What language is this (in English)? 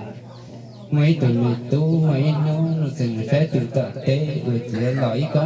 Hmong